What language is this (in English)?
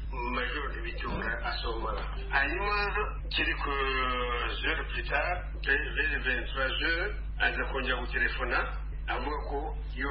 Kinyarwanda